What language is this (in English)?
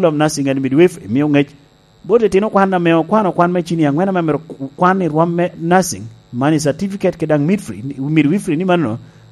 Lango (Uganda)